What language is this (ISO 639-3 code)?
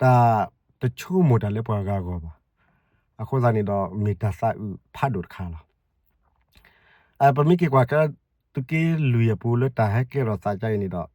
ksw